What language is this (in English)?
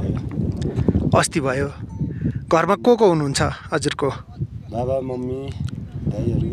Nepali